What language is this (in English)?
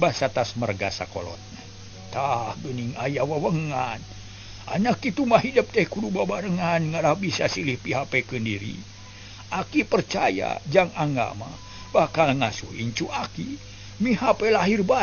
Sundanese